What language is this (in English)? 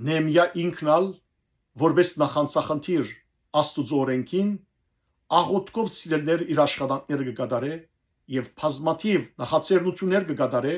Western Armenian